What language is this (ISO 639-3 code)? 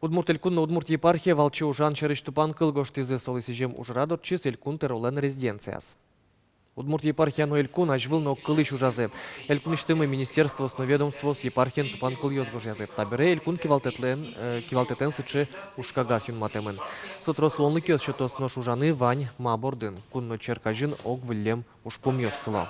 udm